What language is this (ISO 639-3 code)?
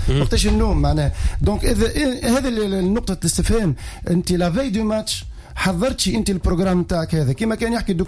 aeb